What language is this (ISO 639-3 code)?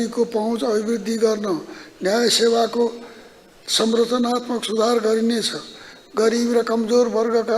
nep